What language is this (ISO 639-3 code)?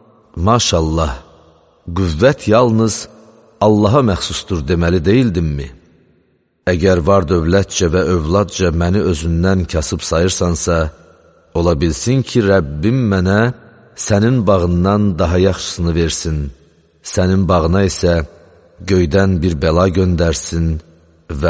aze